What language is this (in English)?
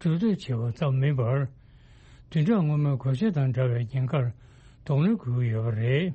Tibetan